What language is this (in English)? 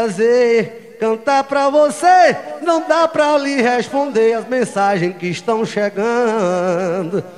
Portuguese